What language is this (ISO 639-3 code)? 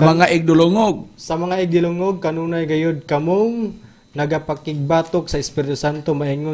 ceb